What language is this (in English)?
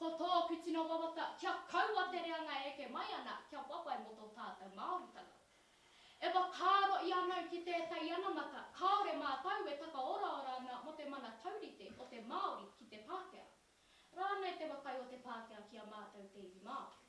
Māori